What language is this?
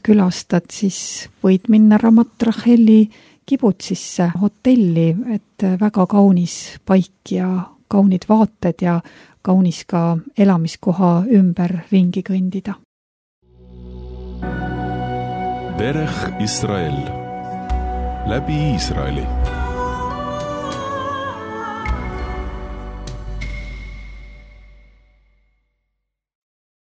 Estonian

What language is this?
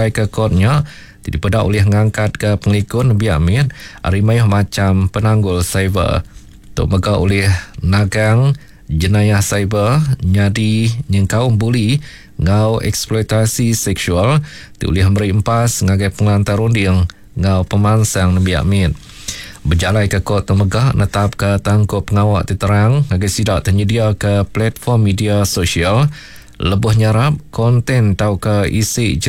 Iban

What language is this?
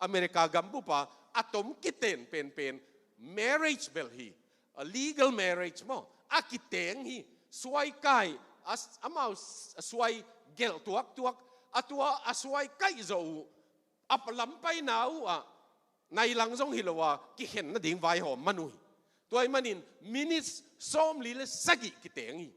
Tedim Chin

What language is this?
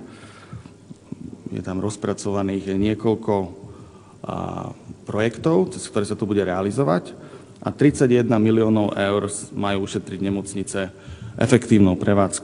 Slovak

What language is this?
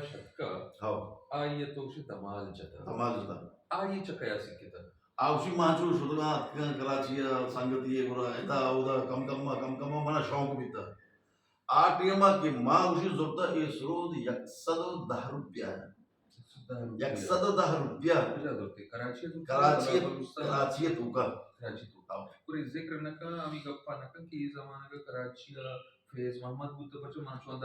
Baluchi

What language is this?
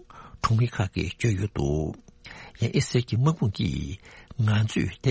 Tibetan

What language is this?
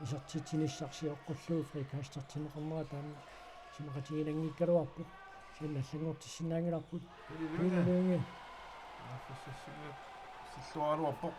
Kalaallisut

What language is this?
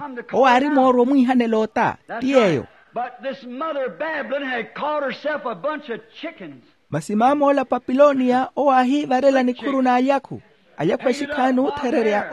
Makhuwa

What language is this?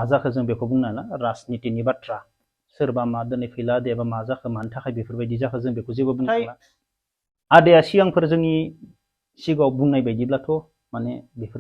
Bodo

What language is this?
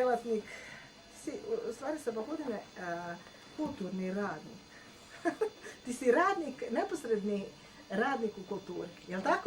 Bosnian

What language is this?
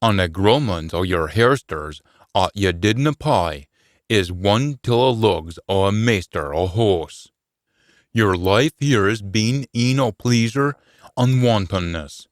Scots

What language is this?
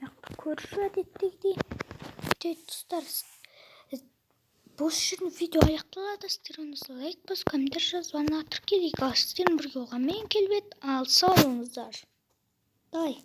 Kazakh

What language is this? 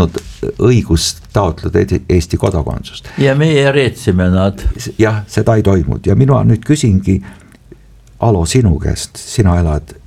Estonian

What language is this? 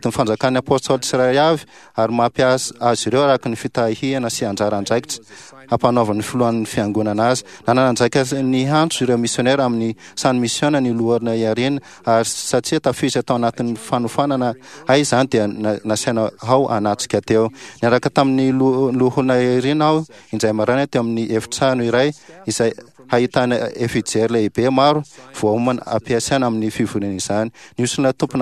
Malagasy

